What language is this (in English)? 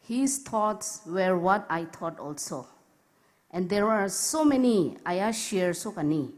Poumei Naga